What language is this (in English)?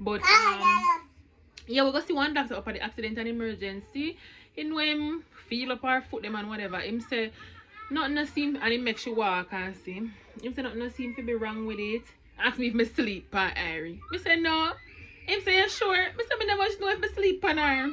Jamaican Creole English